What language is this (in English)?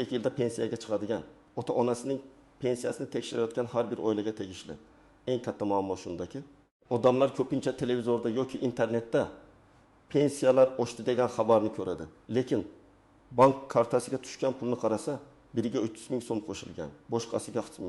Uzbek